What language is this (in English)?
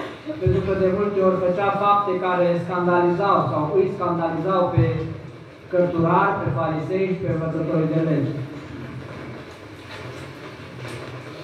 Romanian